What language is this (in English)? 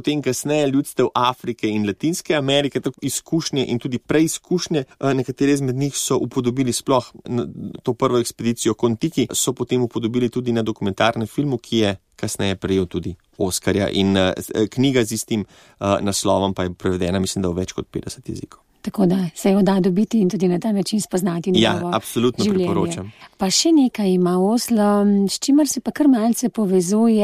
Slovenian